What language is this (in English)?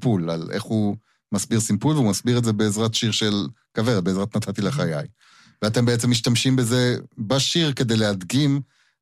Hebrew